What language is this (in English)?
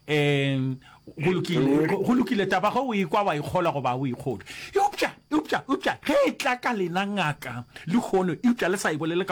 Northern Sotho